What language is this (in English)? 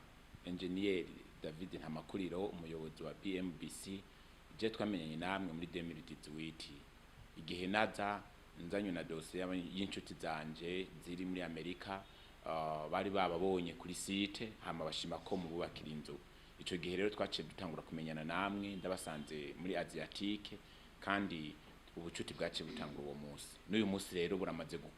Rundi